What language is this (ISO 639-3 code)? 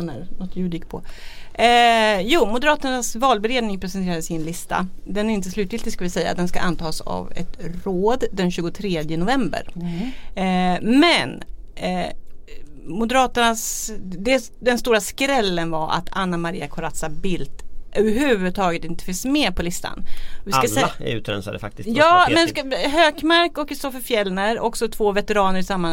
swe